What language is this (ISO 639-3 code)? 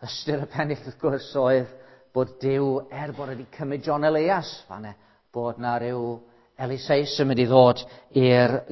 cym